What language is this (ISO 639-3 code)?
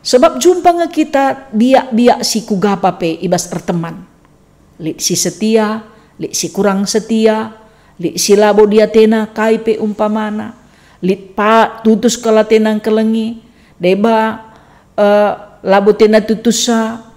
btx